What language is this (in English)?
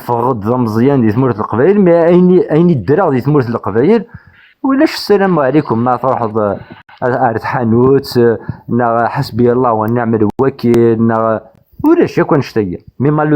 Kabyle